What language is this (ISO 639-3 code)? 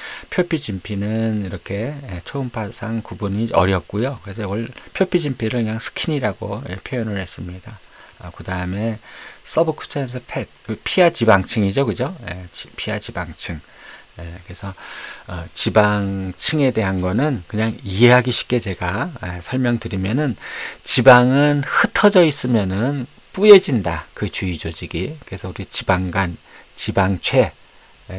kor